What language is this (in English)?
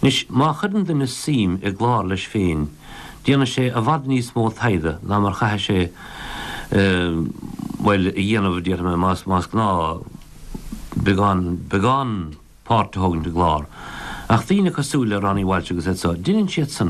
Irish